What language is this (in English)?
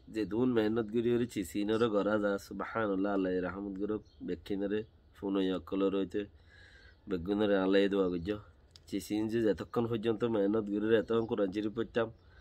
Rohingya